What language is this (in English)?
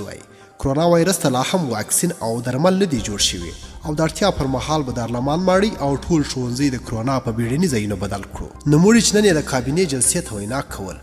Pashto